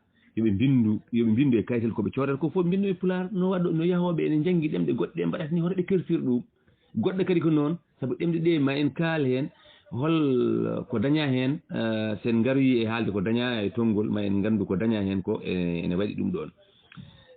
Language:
Fula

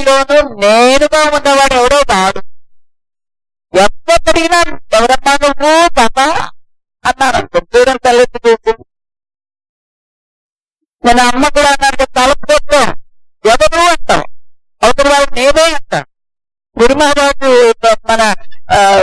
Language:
Telugu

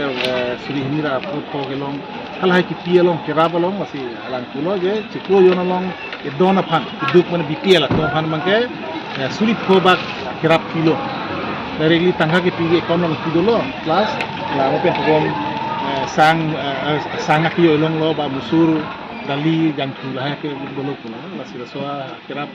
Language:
Karbi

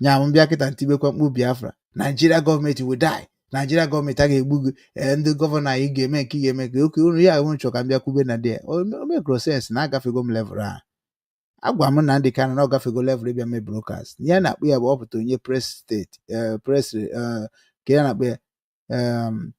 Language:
Igbo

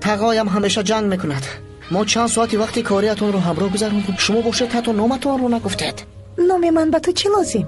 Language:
Tajik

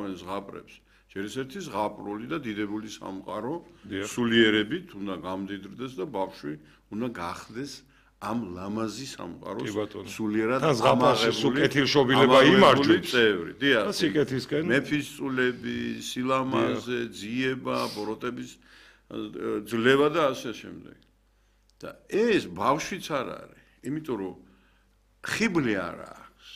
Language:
Georgian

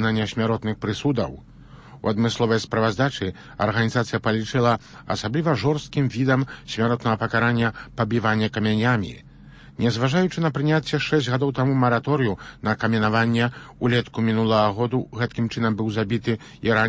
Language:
Belarusian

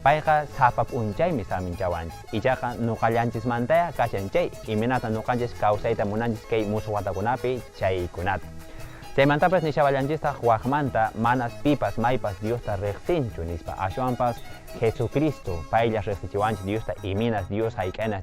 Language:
Quechua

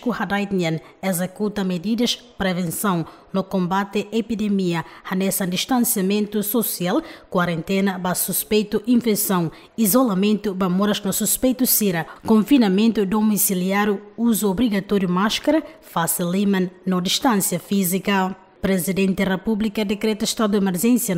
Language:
Tetum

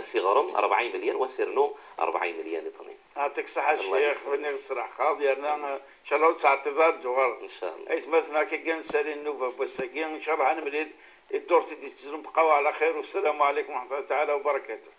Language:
Moroccan Arabic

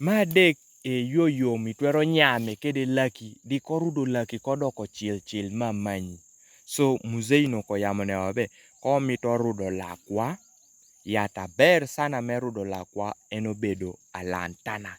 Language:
Kumam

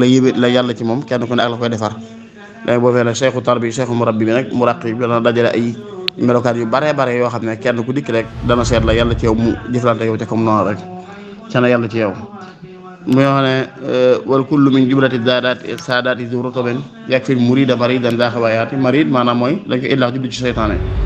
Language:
Wolof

